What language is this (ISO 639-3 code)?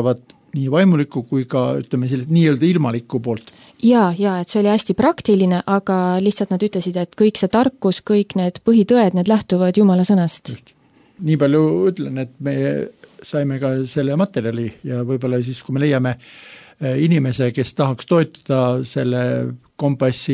est